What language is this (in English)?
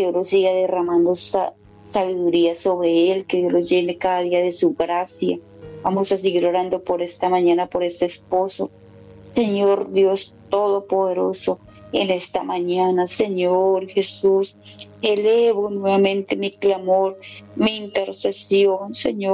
Spanish